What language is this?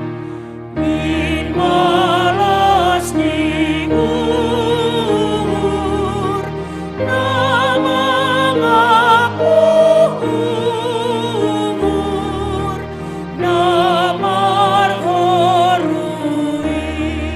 Batak Simalungun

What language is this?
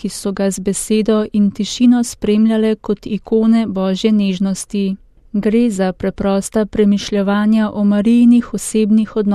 Slovenian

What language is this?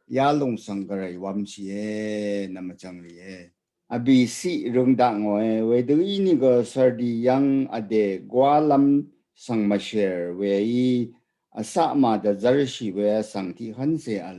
Rawang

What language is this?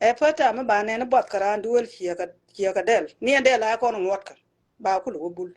Nuer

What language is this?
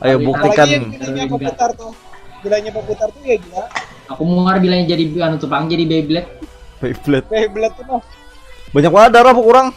Banjar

